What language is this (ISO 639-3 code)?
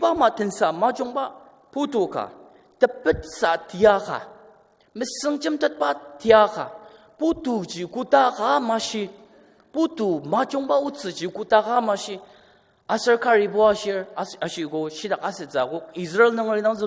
njo